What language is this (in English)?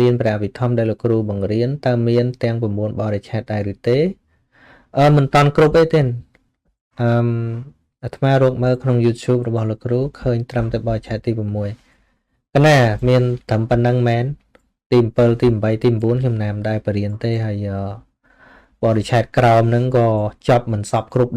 Khmer